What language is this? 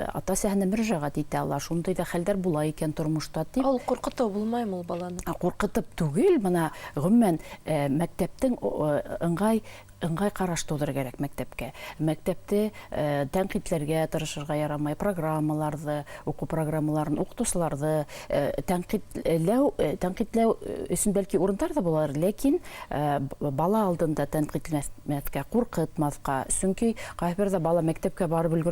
Bashkir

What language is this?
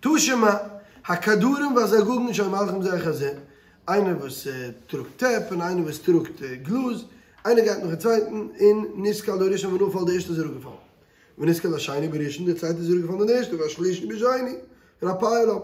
Yiddish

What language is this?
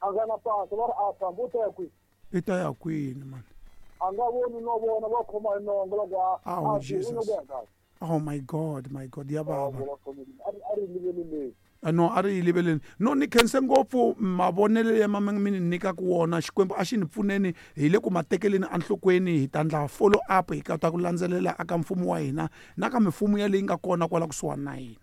Tsonga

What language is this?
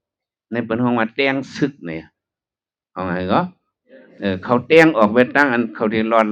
Shan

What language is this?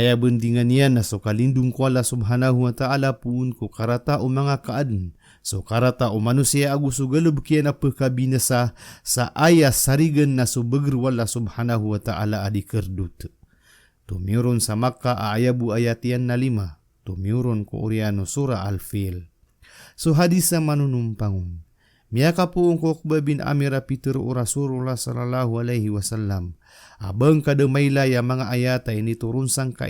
Maranao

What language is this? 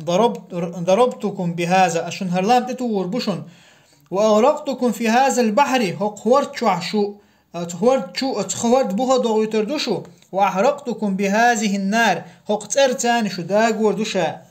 Chechen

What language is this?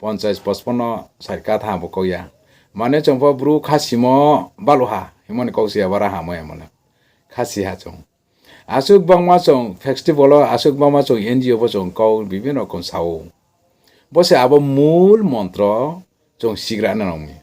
Riang (India)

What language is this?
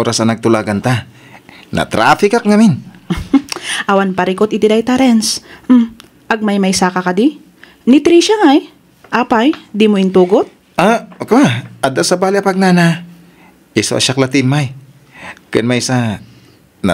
Iloko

